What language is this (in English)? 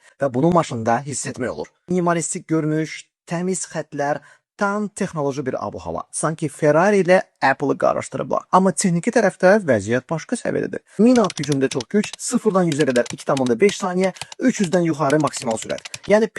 Azerbaijani